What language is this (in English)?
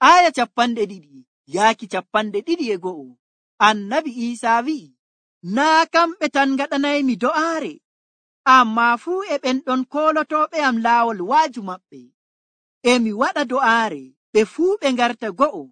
Nigerian Fulfulde